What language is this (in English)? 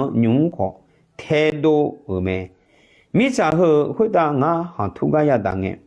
Akha